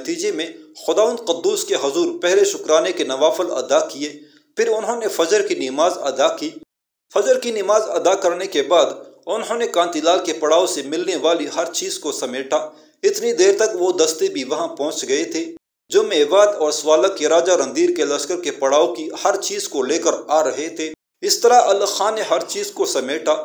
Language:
Urdu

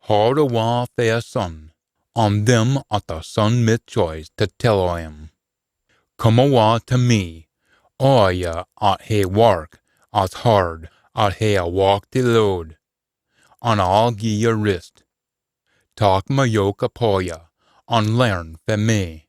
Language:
Scots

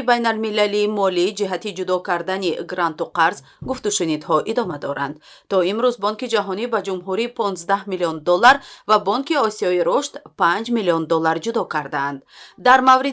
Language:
Tajik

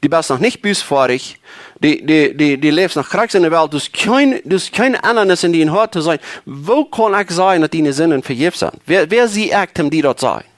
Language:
Plautdietsch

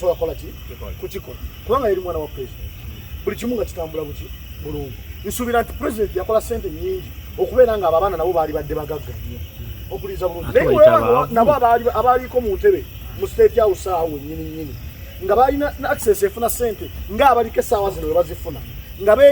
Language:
Ganda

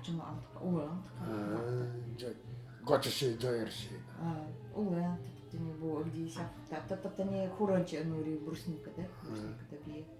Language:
Nanai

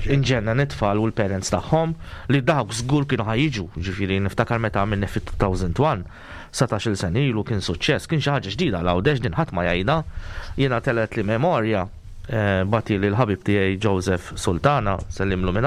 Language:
Maltese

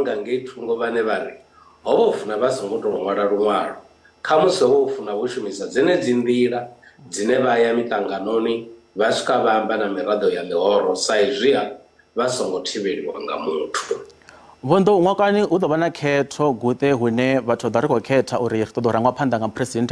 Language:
Venda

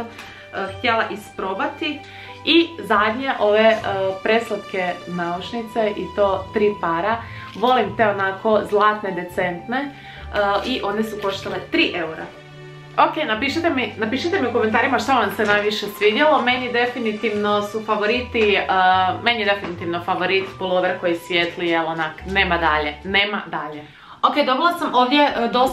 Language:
Croatian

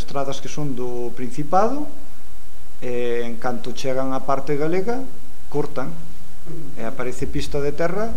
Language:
Galician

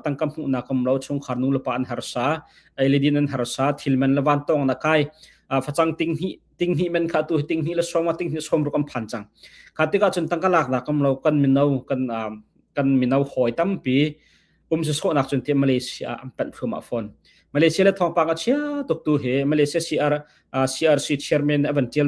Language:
Hakha Chin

